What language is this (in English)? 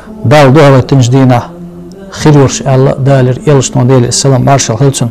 Chechen